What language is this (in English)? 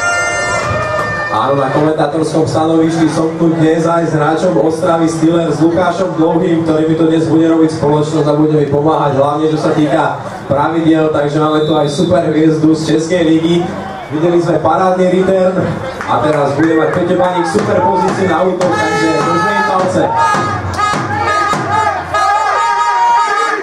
Slovak